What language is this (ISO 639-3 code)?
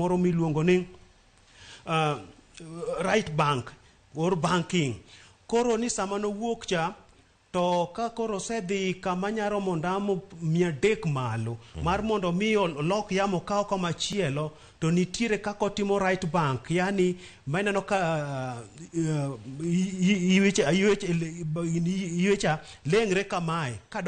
luo